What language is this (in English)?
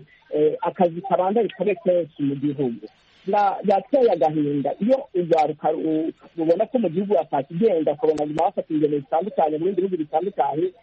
Rundi